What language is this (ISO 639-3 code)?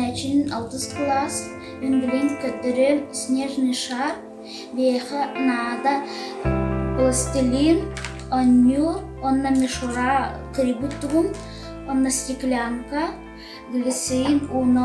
sah